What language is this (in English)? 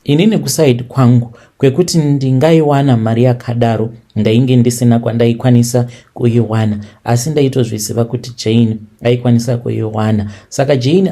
Shona